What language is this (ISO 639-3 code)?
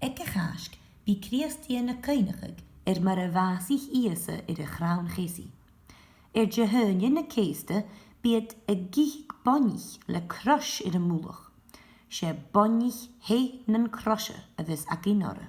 gla